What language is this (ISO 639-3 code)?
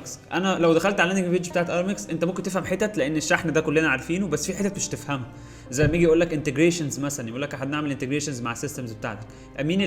arz